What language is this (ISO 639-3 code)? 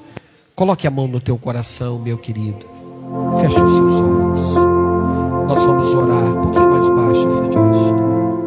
por